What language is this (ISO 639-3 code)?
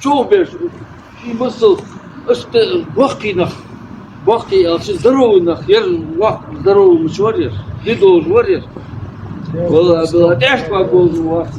inh